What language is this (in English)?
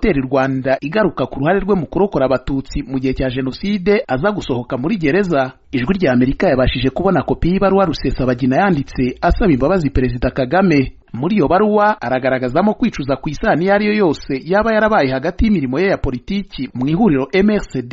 Kinyarwanda